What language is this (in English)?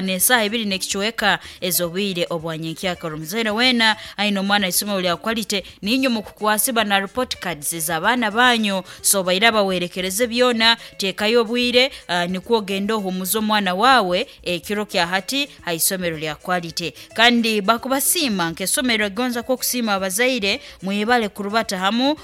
Nyoro